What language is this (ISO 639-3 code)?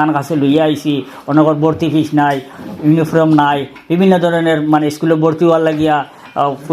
syl